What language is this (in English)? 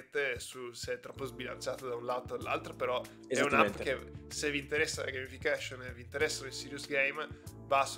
Italian